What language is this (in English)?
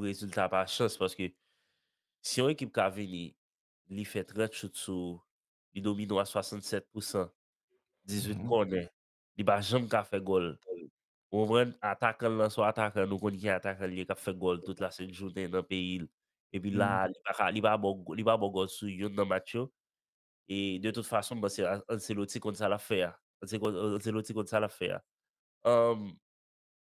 Haitian Creole